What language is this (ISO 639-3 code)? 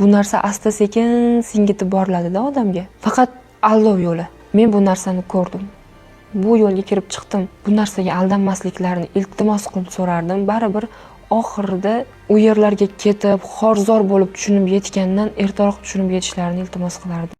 uzb